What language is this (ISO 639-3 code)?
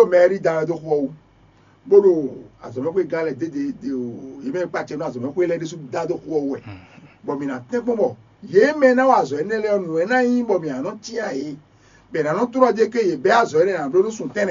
fon